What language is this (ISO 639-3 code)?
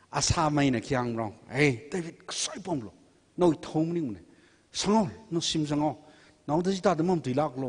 nmf